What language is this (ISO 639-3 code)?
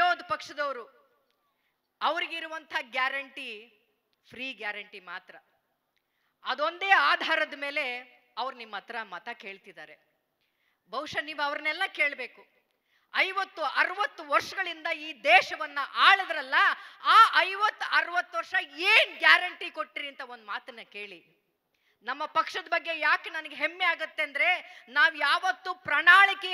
kan